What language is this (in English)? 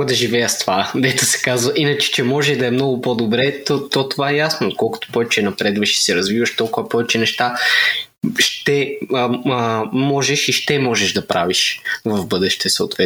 Bulgarian